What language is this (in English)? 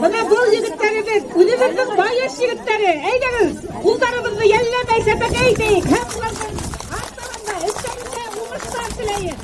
Bashkir